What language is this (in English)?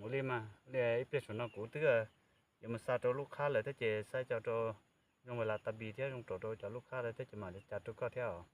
Hmong